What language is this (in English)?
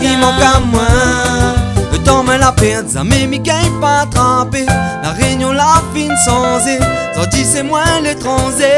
Réunion Creole French